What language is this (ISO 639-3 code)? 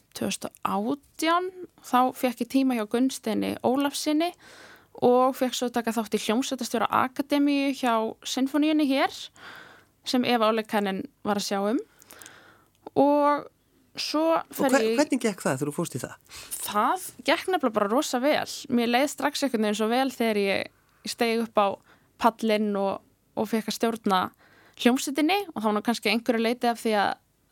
isl